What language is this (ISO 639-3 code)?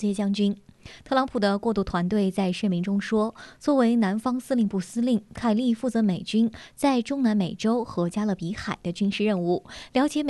zho